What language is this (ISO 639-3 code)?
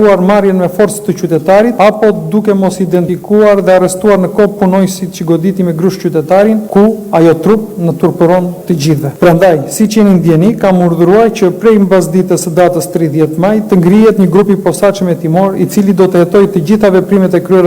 sqi